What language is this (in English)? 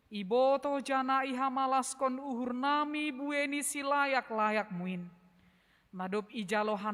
Batak Simalungun